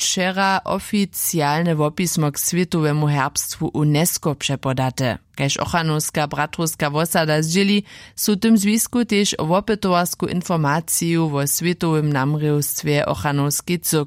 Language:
Upper Sorbian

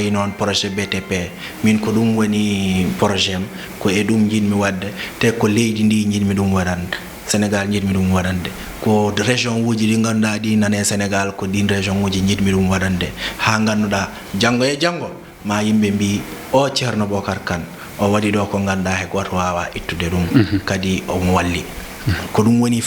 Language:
Fula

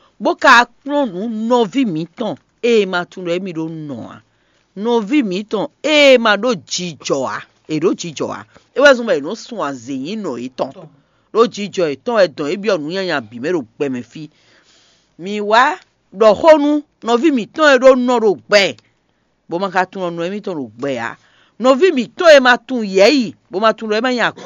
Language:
Fon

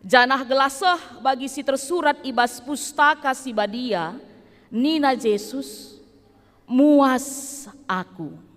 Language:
Batak Karo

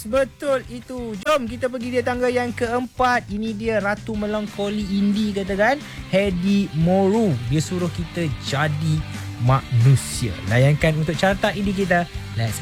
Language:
Malay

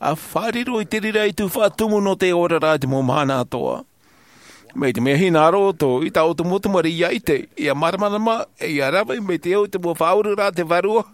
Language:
Tahitian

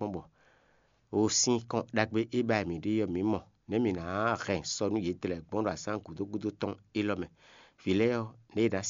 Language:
Fon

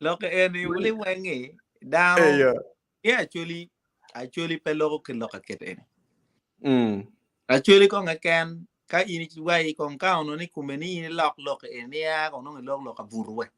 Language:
Acoli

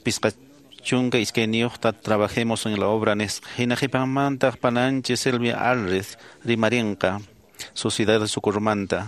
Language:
Quechua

